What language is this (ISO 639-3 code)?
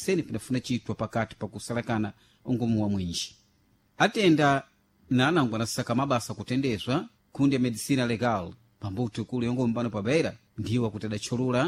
seh